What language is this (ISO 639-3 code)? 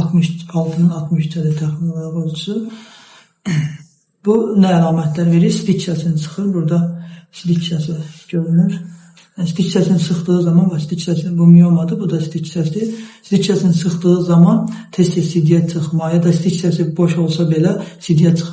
aze